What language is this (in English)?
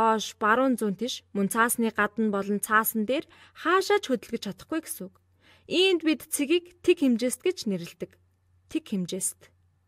Mongolian